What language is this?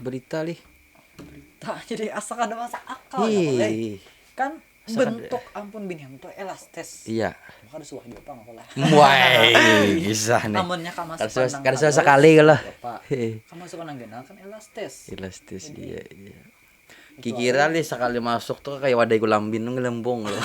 Banjar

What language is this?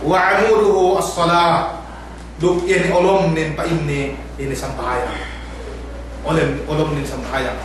Yakan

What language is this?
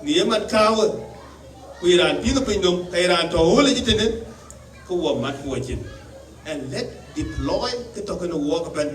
Dinka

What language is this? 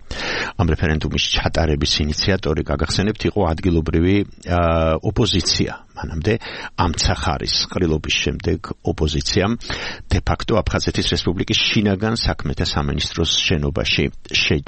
Georgian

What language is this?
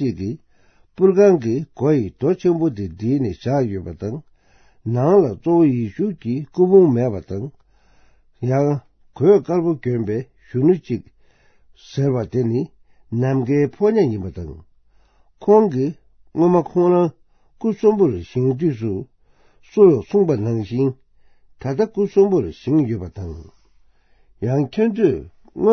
Tibetan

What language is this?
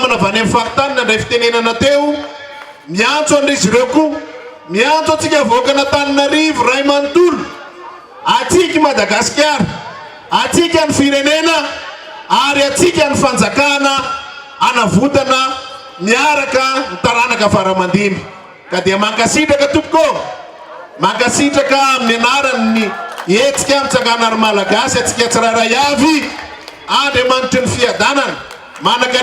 Malagasy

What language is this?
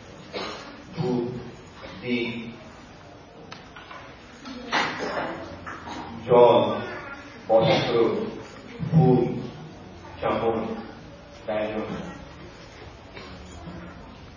Bangla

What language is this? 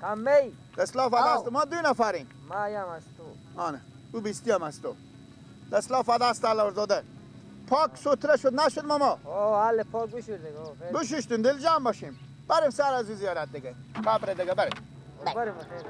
Persian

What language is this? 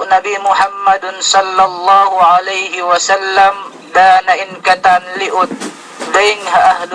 Yakan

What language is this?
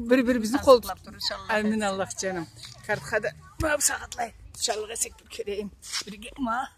Karachay-Balkar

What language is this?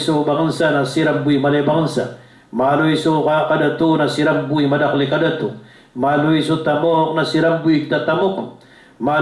Maranao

